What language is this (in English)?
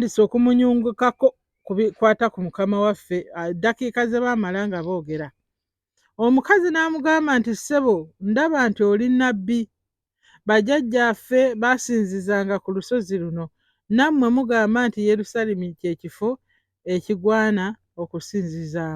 Ganda